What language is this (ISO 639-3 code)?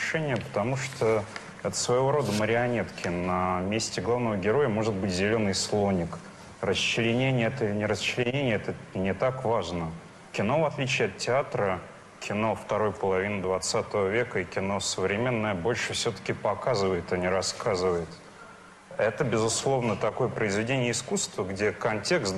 rus